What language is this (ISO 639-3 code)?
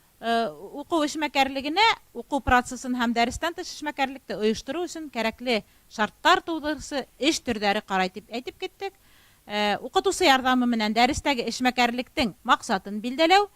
bak